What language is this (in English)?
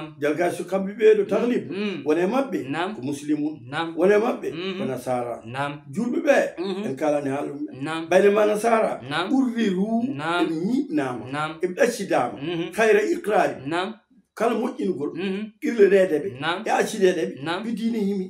Fula